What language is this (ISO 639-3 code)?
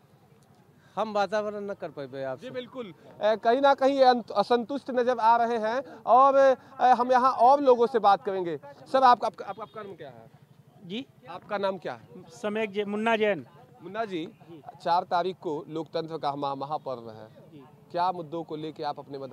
hin